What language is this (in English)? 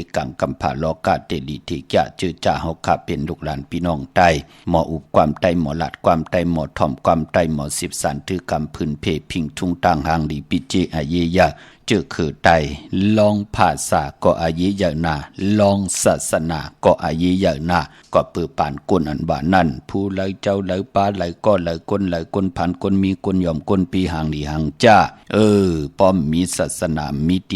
Shan